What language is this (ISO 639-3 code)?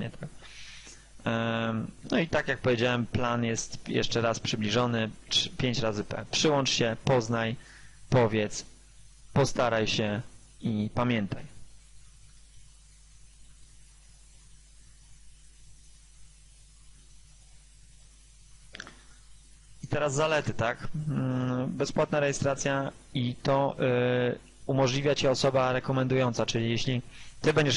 pol